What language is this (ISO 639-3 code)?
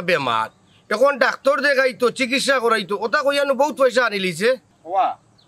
syl